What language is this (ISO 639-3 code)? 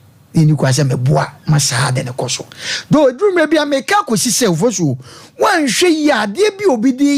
aka